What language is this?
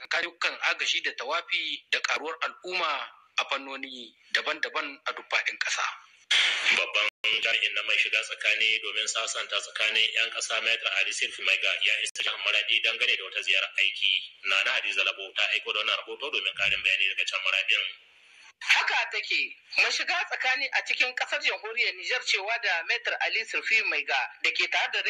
Hausa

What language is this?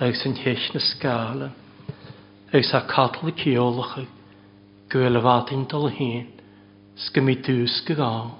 Welsh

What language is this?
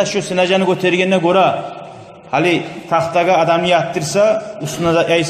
Kumyk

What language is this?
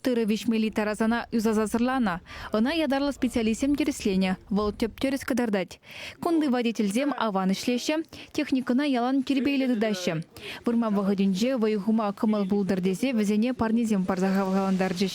Chuvash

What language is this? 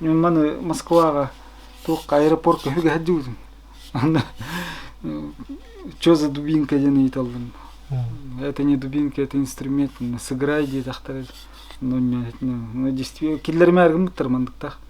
Yakut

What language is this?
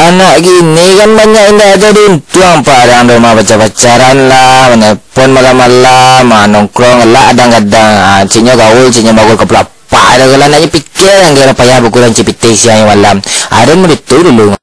Minangkabau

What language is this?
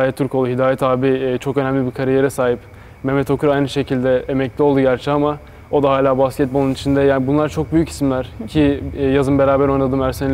Turkish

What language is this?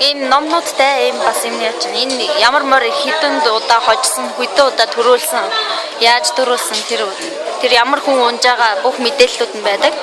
Mongolian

